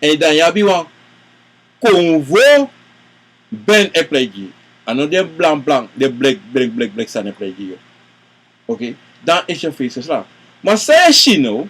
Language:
Sranan Tongo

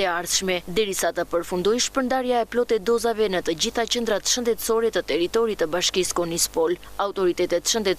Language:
Albanian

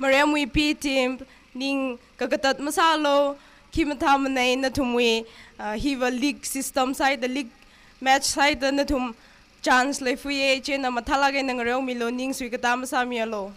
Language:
Tangkhul Naga (India)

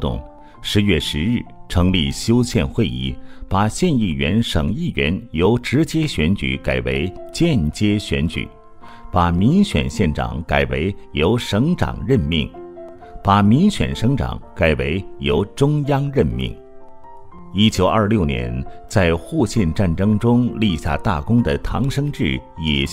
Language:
Chinese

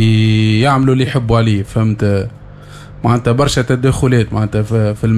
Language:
Tunisian Arabic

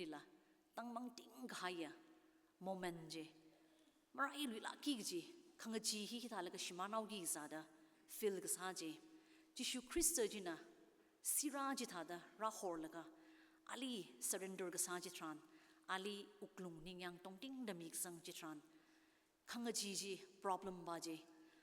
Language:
Tangkhul Naga (India)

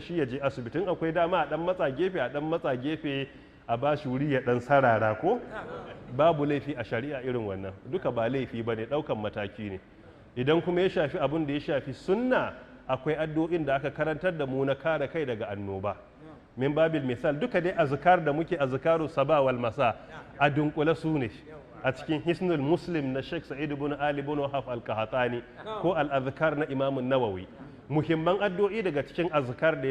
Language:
Hausa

